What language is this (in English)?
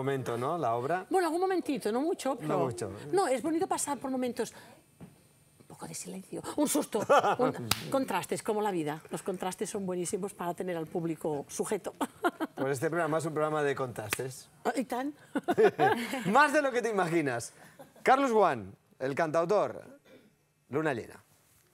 Spanish